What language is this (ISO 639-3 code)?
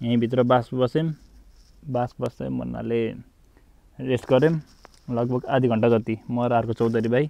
nep